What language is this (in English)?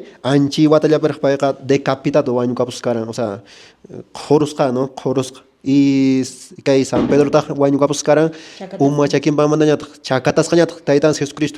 Quechua